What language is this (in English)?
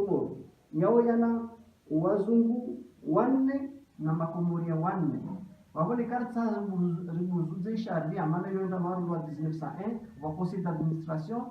Ngazidja Comorian